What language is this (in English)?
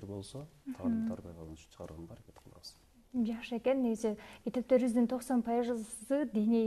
Kyrgyz